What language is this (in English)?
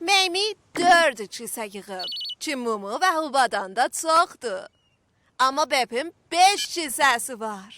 South Azerbaijani